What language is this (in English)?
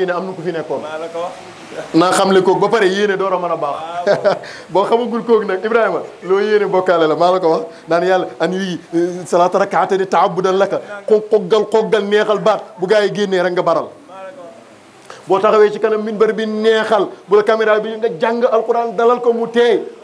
Wolof